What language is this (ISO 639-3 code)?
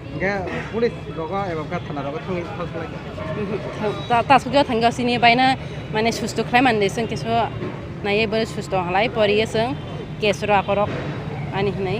trp